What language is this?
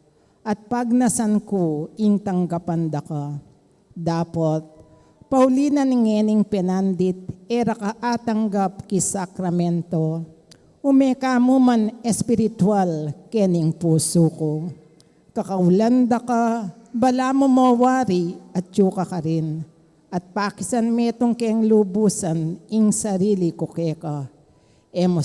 Pampanga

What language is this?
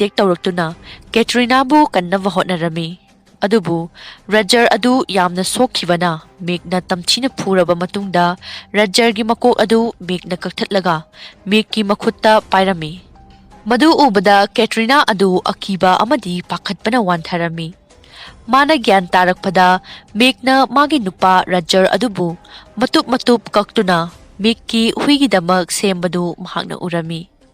Manipuri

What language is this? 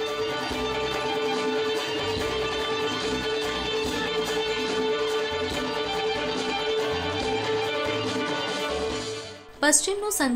Gujarati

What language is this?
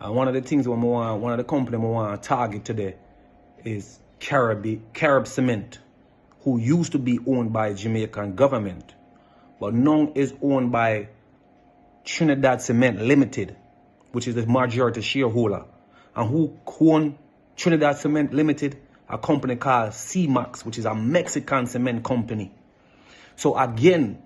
Jamaican Creole English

